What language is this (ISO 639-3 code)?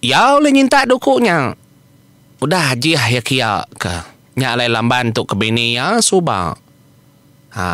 iba